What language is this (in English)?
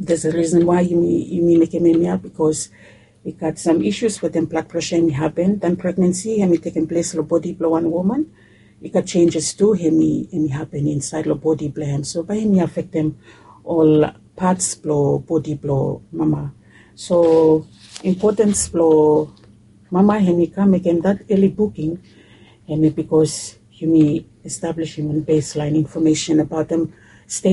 Bislama